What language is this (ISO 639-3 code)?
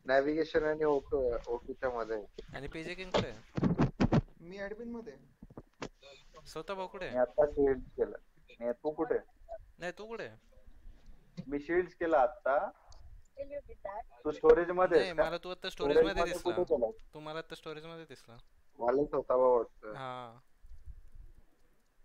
mar